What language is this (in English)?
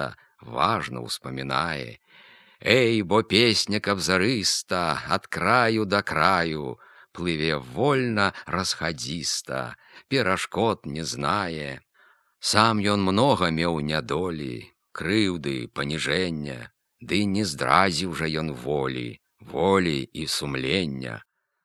Belarusian